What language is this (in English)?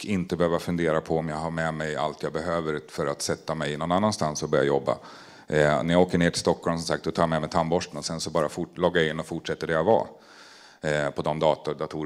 Swedish